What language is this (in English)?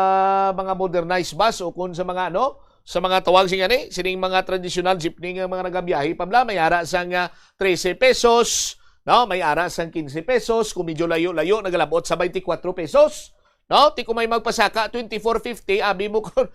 Hiligaynon